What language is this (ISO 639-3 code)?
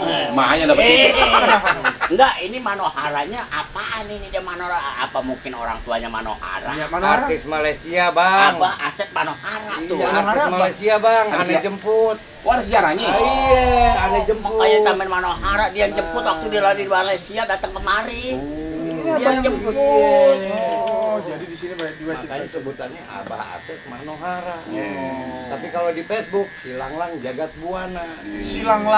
bew